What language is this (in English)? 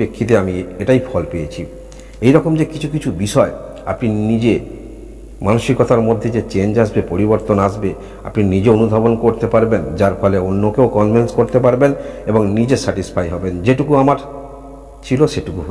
Bangla